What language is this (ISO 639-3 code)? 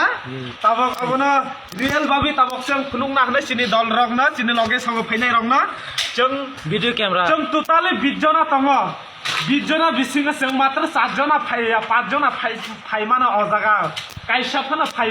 trp